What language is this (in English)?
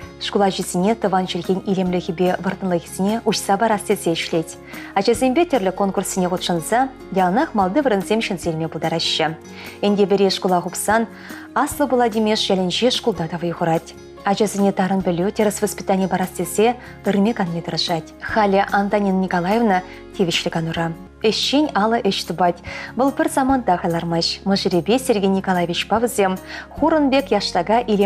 Chuvash